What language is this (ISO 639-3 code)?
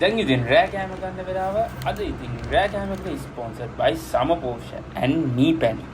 sin